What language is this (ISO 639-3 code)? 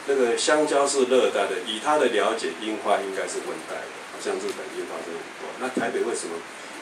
zho